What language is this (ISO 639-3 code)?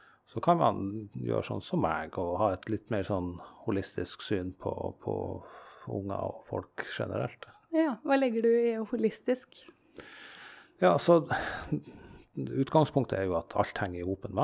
nor